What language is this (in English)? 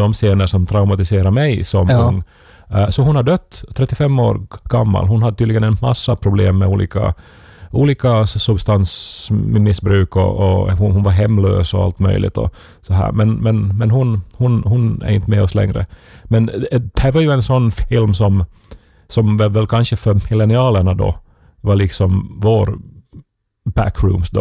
Swedish